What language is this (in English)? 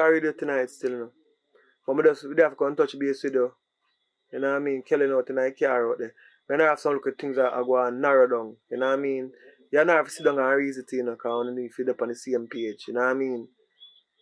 Jamaican Creole English